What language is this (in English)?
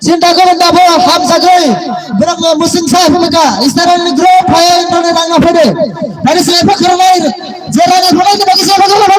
Kok Borok